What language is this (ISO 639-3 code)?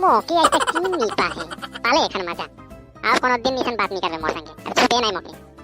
sck